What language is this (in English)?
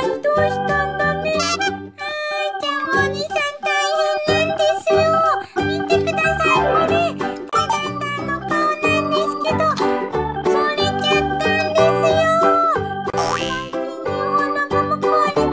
Japanese